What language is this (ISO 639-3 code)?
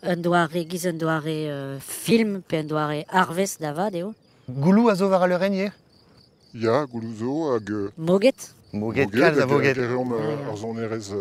bre